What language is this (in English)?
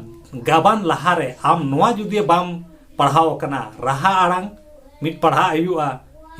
Santali